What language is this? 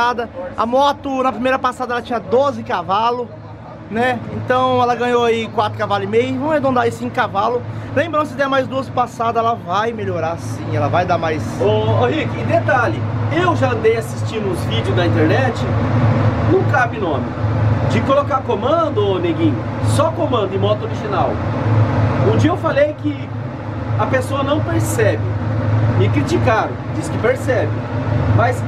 Portuguese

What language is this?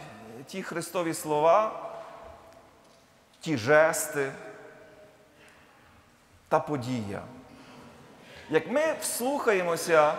Ukrainian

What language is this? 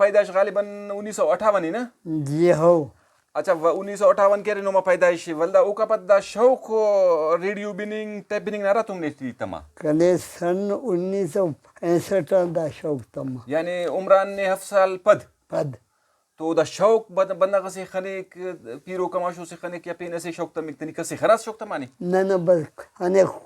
Brahui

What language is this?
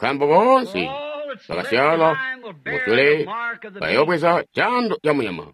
Tonga (Zambia)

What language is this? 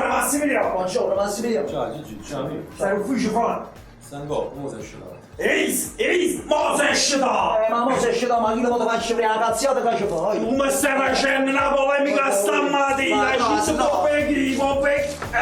Neapolitan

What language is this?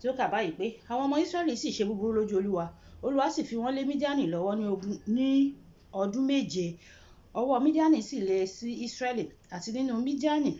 Yoruba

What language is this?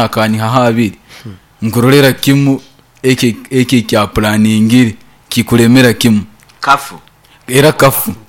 Nyankole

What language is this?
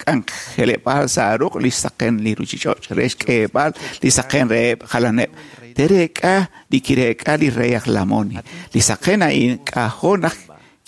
Kekchí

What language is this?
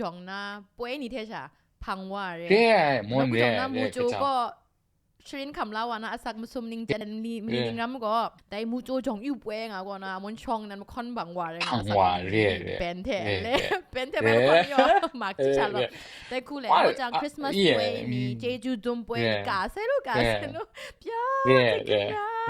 Kachin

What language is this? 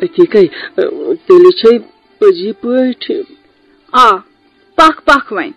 Kashmiri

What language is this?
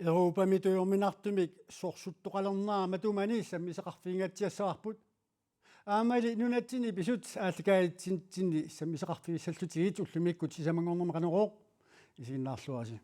Kalaallisut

